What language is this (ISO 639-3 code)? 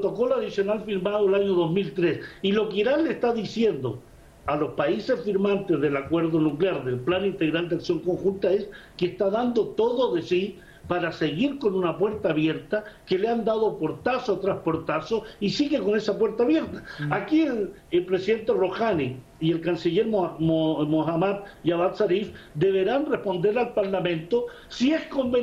spa